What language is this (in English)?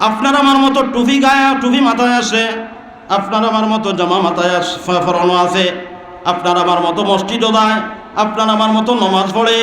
Sylheti